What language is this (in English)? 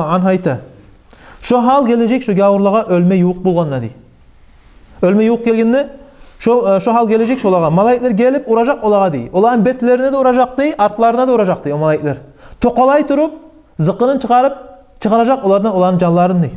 Kumyk